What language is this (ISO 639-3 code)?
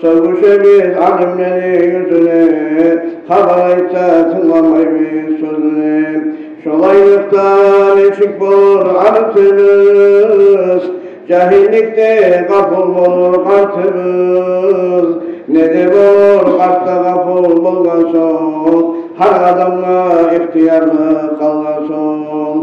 kum